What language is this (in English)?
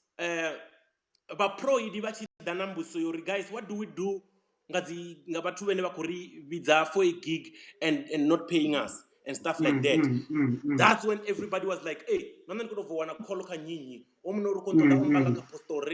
Venda